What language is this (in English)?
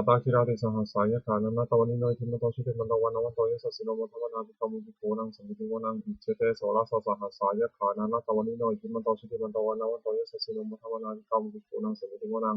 Pali